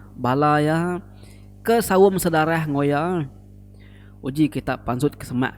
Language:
Iban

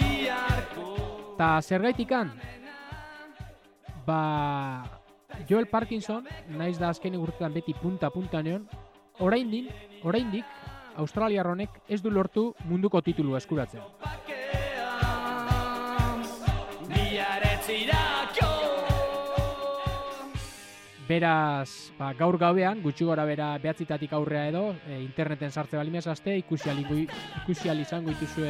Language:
Basque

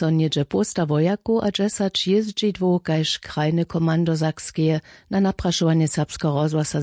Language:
Upper Sorbian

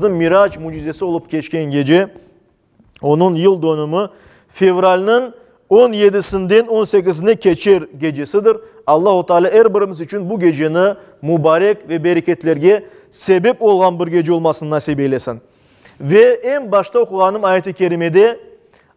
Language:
Crimean Tatar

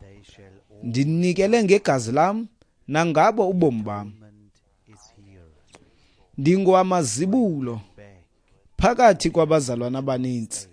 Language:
Xhosa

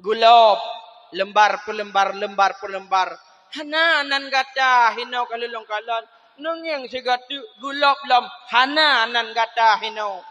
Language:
Achinese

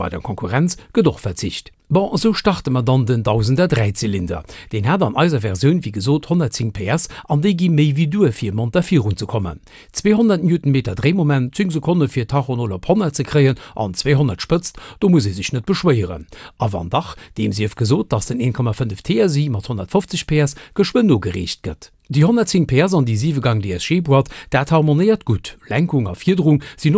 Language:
Luxembourgish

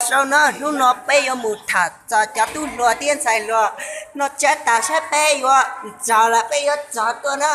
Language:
Hmong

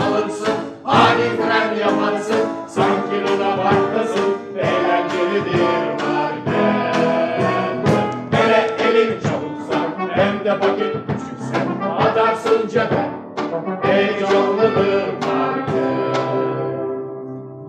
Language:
Turkish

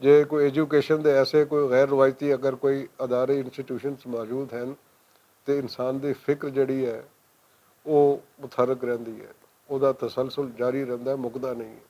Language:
Western Panjabi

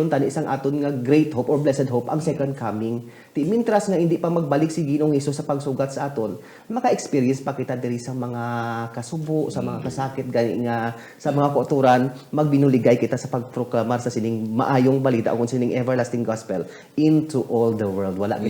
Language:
Hiligaynon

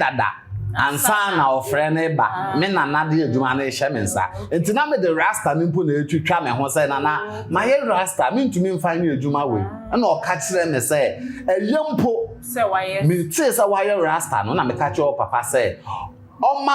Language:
Akan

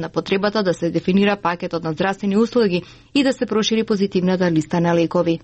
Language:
Macedonian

